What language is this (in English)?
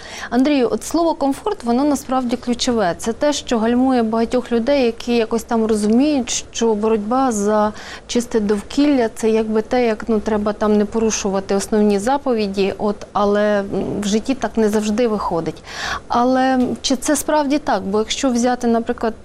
Ukrainian